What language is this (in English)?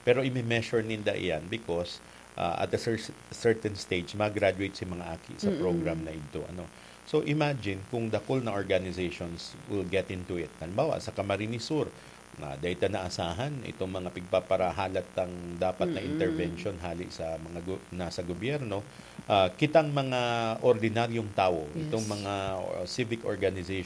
Bikol